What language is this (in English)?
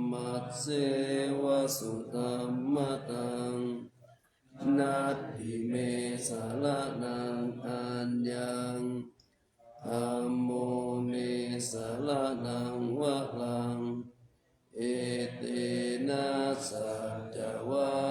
Pali